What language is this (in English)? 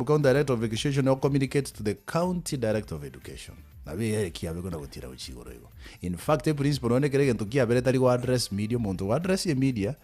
Gusii